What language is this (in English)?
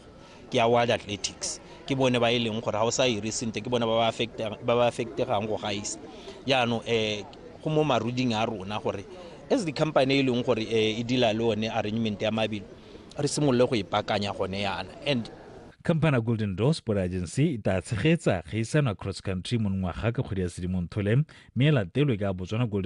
Tswana